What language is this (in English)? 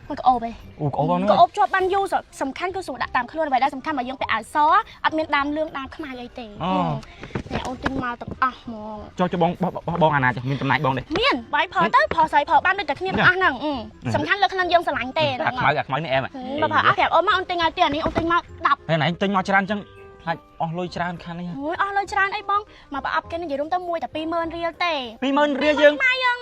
Khmer